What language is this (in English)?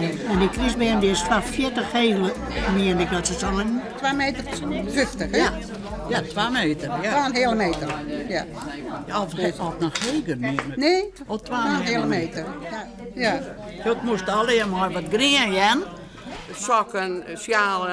Western Frisian